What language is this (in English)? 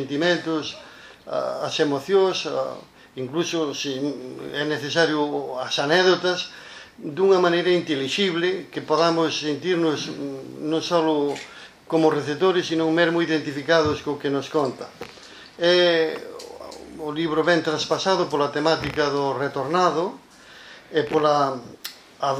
Galician